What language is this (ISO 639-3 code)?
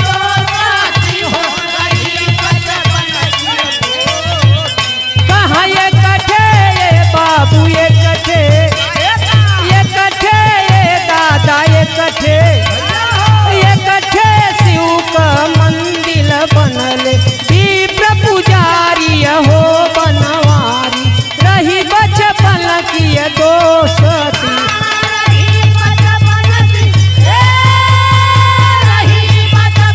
bho